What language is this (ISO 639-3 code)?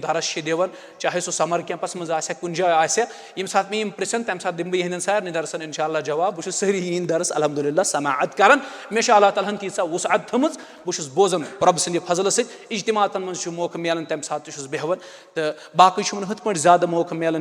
kas